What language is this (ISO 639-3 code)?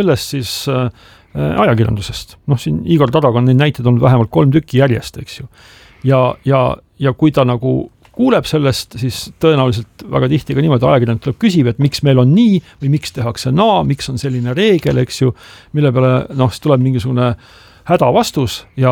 est